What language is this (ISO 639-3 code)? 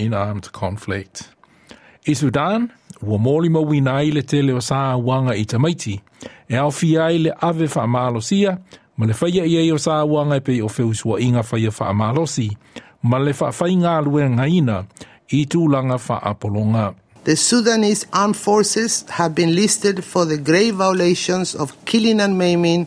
smo